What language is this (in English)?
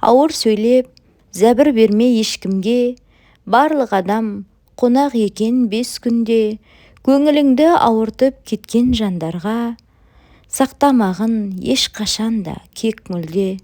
Kazakh